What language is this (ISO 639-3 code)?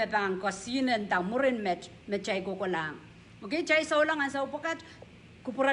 pon